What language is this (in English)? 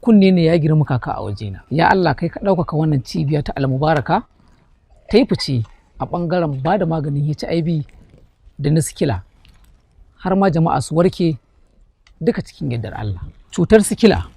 Hausa